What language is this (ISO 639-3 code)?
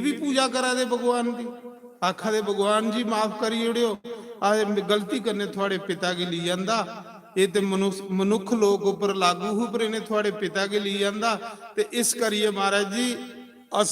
doi